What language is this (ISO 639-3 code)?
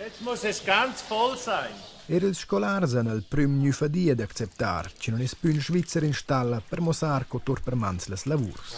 roh